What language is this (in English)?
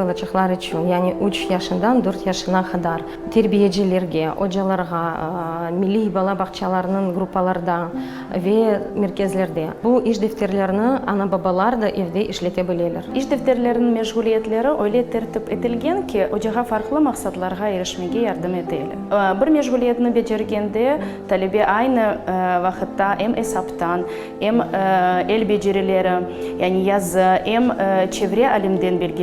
Crimean Tatar